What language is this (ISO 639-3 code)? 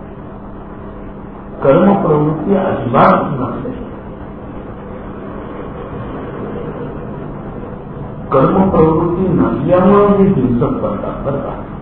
mar